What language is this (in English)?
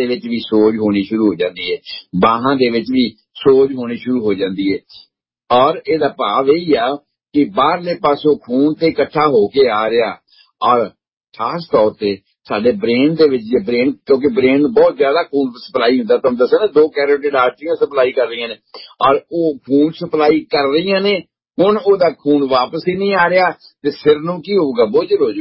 Punjabi